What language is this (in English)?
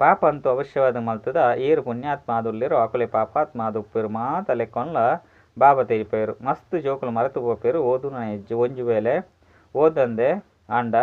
Tulu